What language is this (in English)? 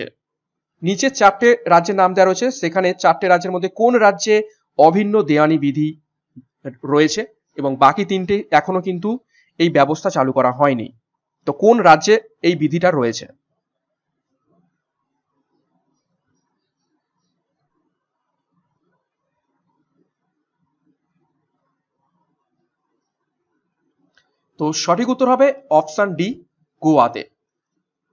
Bangla